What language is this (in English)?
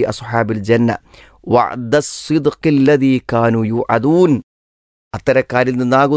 Malayalam